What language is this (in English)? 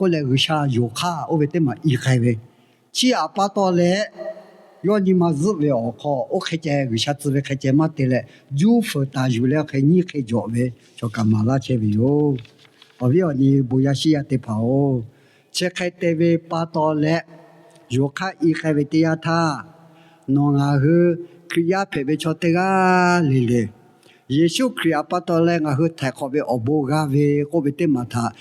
Lahu